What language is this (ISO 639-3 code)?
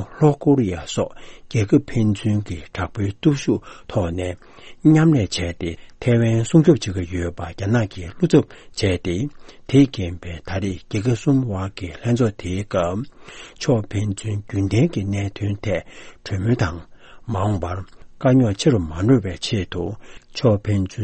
bod